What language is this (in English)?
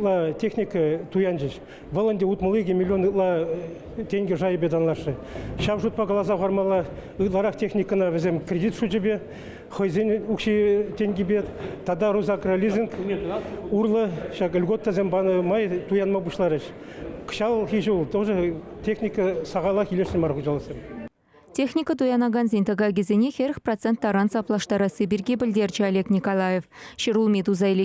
Chuvash